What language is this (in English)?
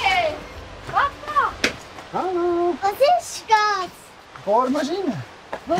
Swiss German